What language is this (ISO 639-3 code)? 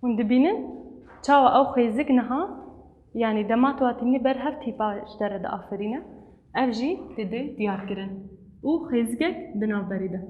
kur